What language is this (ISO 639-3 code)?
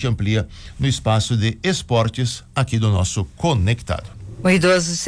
por